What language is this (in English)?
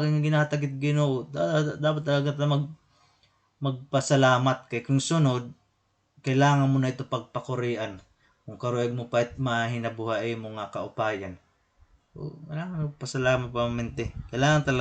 Waray